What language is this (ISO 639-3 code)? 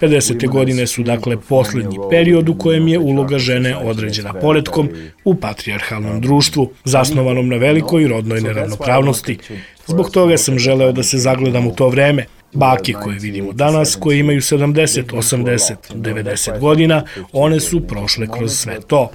srp